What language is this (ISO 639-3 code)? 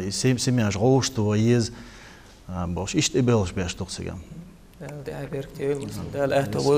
che